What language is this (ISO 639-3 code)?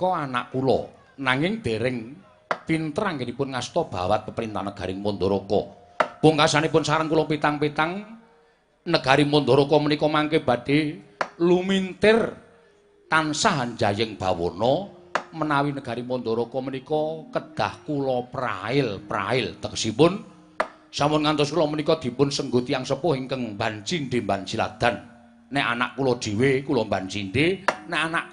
jav